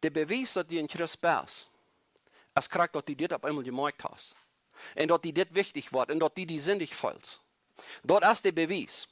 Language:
Plautdietsch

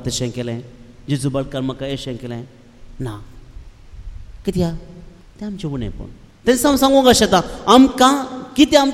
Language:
Konkani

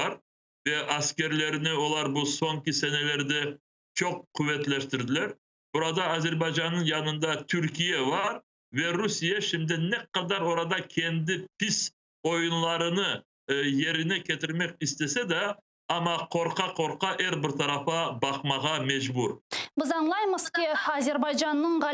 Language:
Crimean Tatar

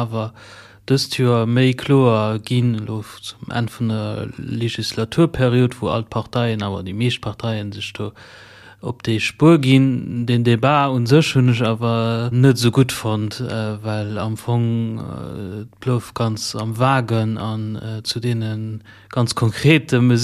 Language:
Luxembourgish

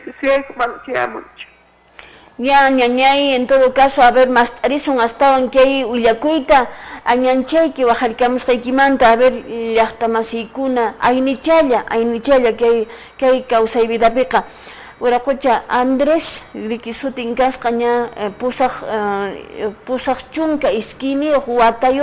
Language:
Quechua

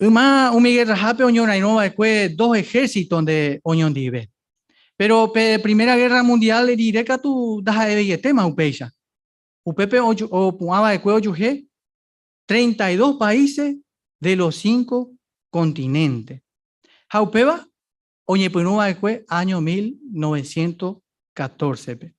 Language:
Guarani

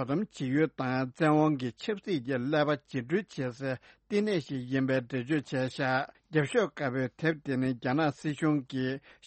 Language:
Tibetan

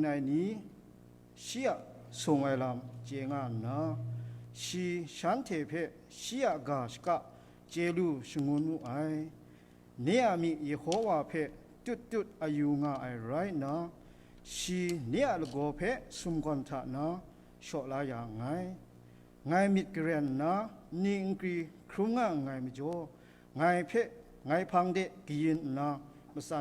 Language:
Kachin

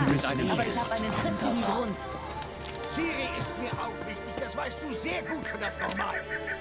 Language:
Swiss German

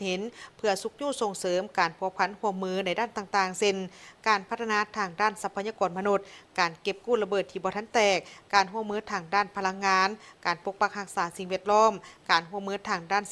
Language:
Lao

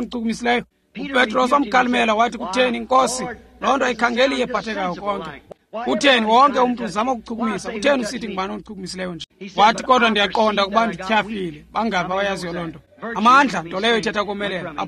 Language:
Xhosa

